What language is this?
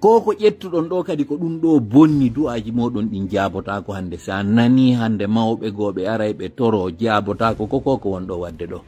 Fula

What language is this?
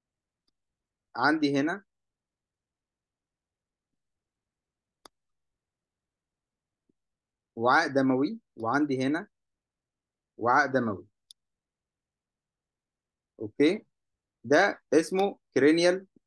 Egyptian Arabic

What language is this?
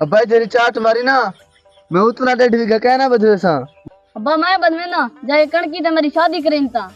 Saraiki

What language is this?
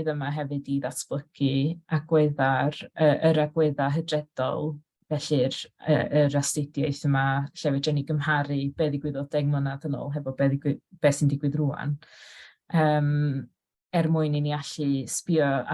Welsh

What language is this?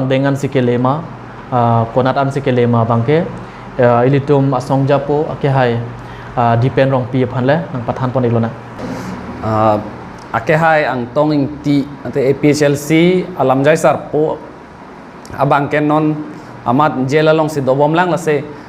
Karbi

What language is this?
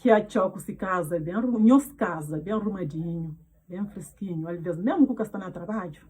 Kabuverdianu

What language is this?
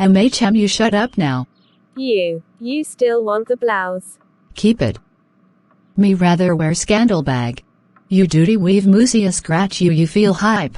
Jamaican Creole English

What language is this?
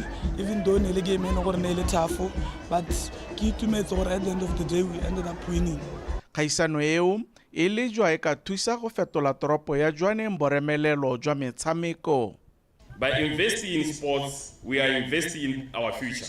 Tswana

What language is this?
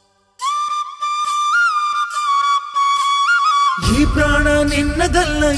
Kannada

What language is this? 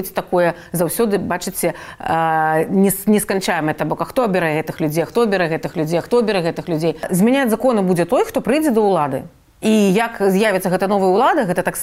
Belarusian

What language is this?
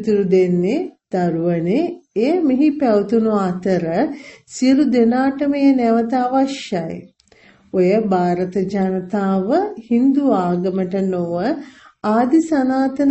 Sinhala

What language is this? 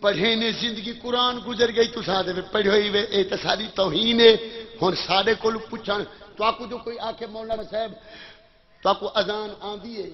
Saraiki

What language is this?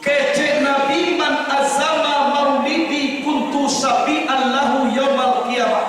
Minangkabau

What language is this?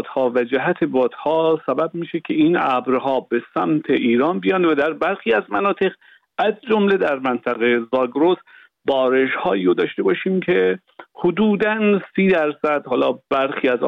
Persian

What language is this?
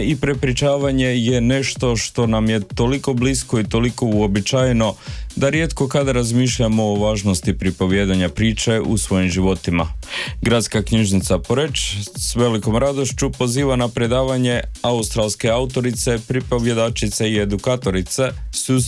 Croatian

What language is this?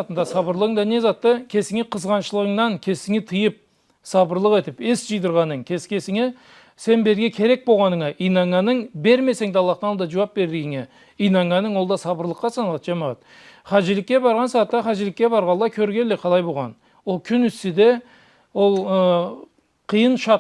Karachay-Balkar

